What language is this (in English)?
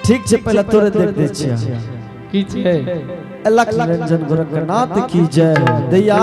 Angika